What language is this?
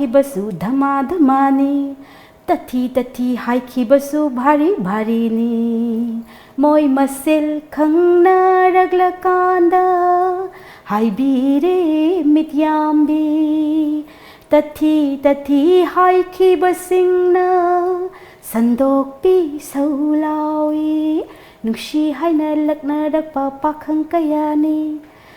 Manipuri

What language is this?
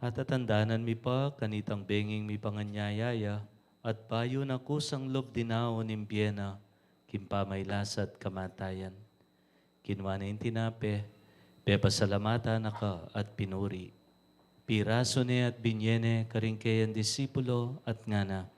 Pampanga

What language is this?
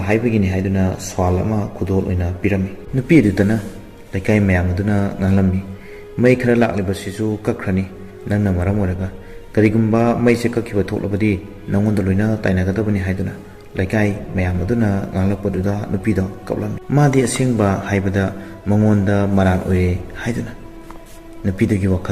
Manipuri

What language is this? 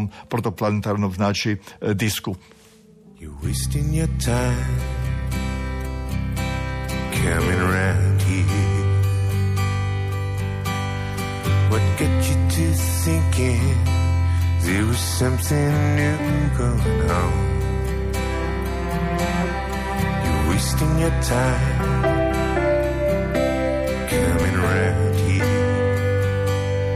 Croatian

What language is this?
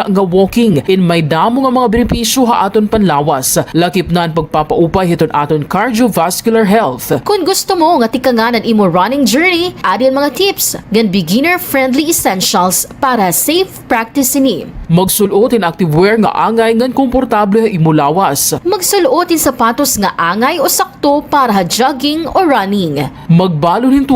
Waray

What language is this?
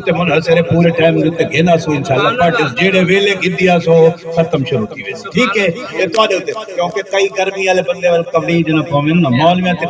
Saraiki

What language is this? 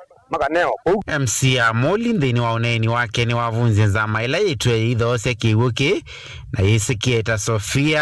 Kamba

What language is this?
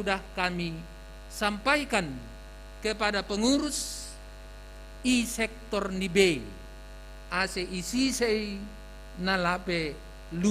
Batak Simalungun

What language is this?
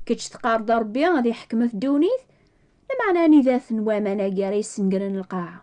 Kabyle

